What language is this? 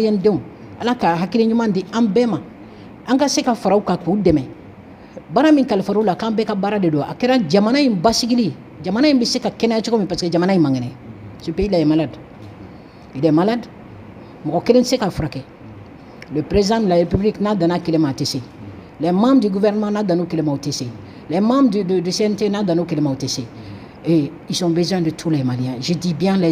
Bambara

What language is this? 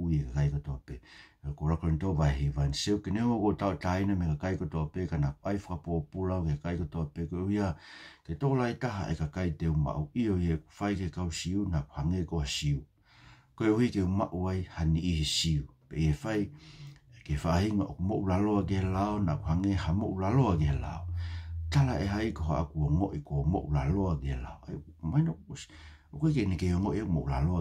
Tongan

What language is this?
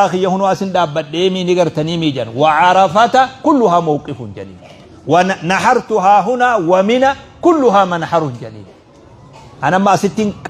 Oromo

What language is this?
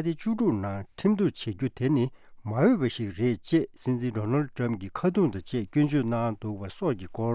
Tibetan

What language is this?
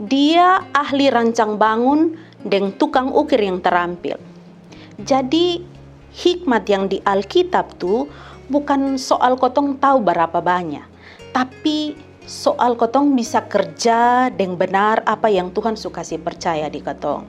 Kupang Malay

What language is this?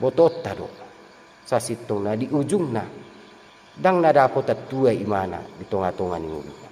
Batak Toba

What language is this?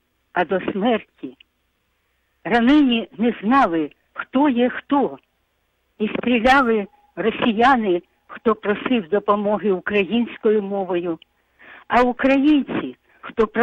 Ukrainian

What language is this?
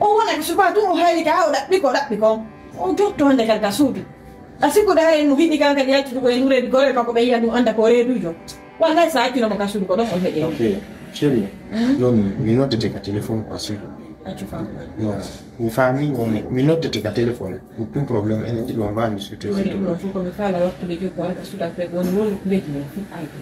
Fula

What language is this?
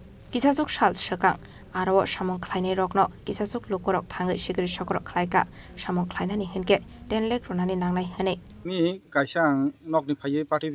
Kok Borok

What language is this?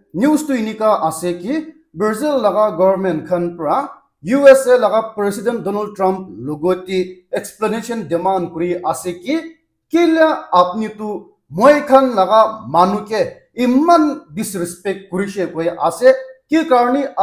Naga Pidgin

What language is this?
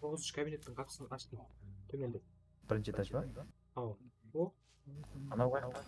Kara-Kalpak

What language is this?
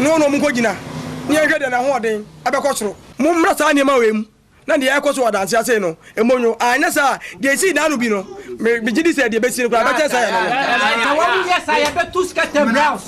Akan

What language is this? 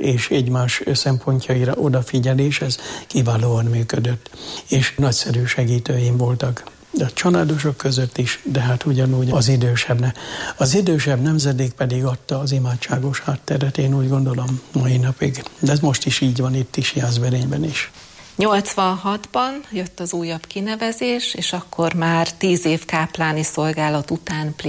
Hungarian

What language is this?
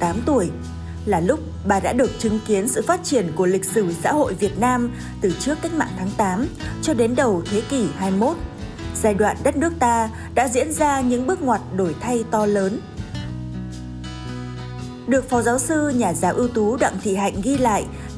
Vietnamese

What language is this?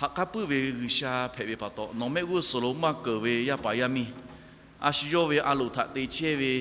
Lahu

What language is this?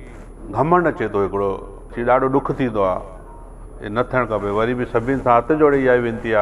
Sindhi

